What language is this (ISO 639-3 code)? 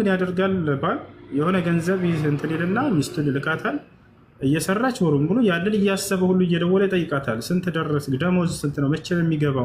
amh